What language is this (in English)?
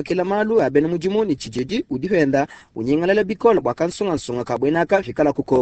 Luba-Lulua